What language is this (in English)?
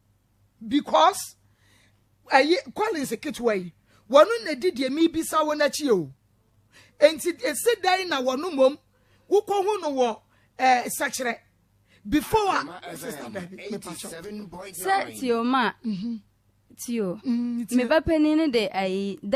Akan